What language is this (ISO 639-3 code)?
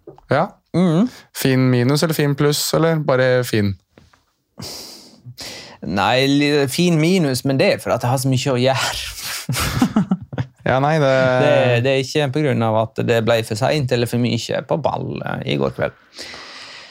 nor